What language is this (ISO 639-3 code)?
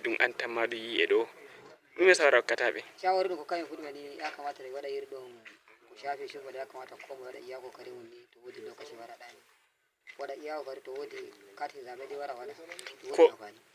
ful